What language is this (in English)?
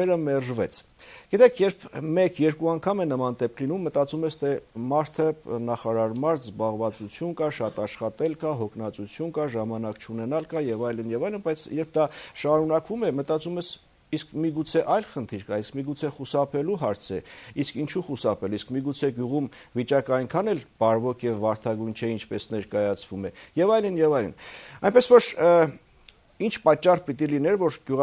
Armenian